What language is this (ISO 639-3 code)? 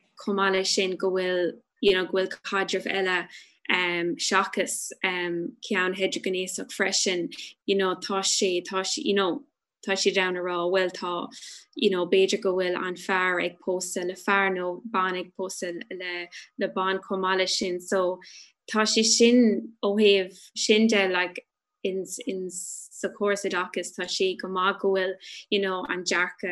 gle